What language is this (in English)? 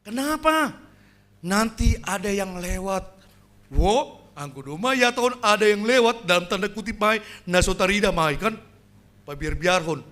Batak Simalungun